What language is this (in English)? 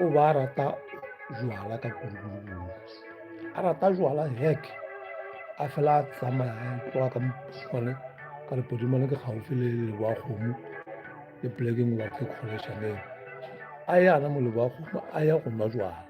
Northern Sotho